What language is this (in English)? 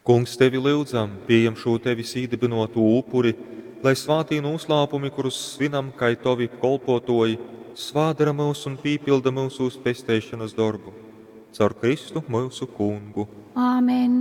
Latgalian